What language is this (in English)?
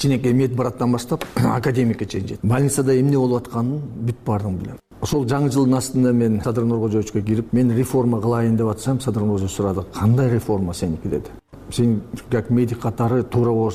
Kyrgyz